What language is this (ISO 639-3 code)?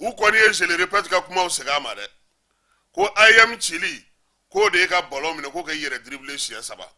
bam